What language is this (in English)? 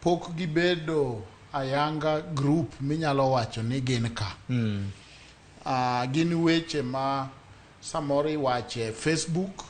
Luo (Kenya and Tanzania)